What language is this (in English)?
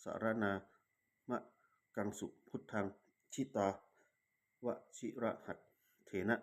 Pali